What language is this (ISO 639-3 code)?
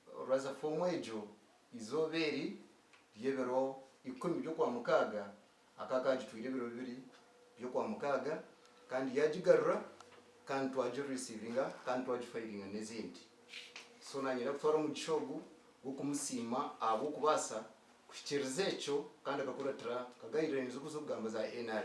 nyn